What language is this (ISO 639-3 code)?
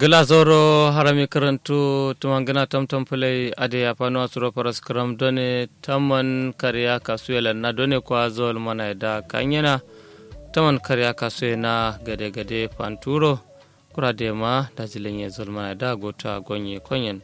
kau